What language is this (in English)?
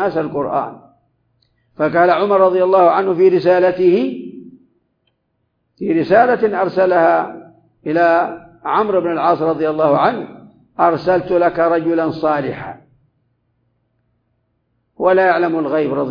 Arabic